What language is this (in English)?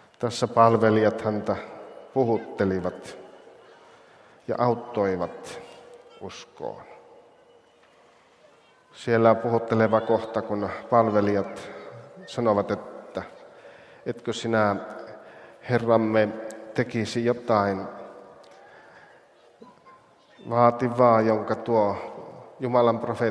Finnish